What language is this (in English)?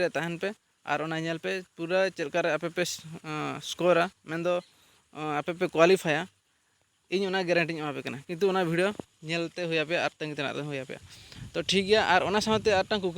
Santali